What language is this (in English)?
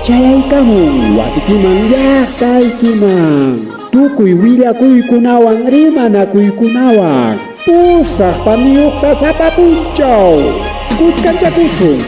Ayacucho Quechua